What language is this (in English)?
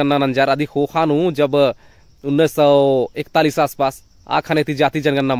Kurukh